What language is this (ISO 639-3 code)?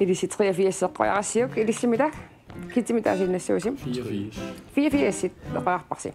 kal